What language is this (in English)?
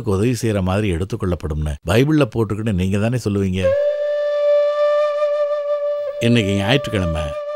Tamil